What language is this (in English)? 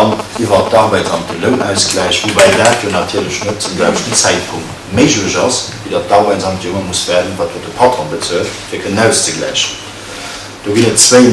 Luxembourgish